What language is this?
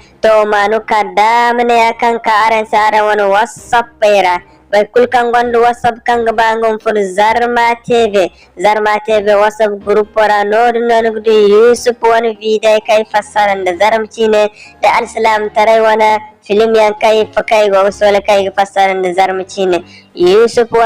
Zarma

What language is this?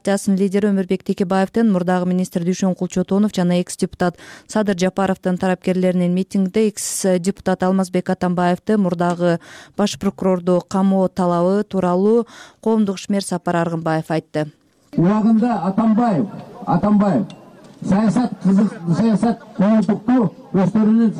Kyrgyz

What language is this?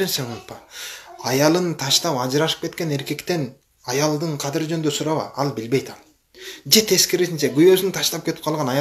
Kyrgyz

